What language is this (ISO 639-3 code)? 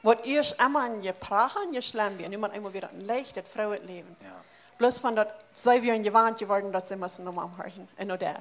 pdt